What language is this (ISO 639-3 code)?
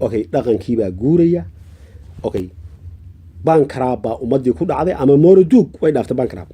som